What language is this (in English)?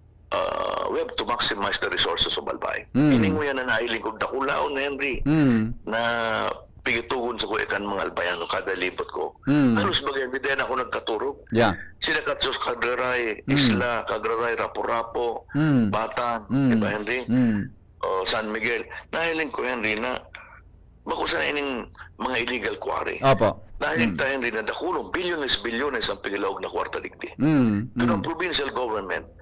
Bikol